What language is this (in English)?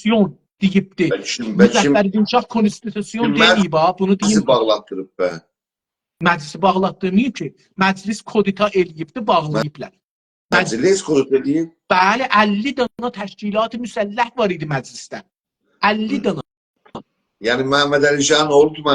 South Azerbaijani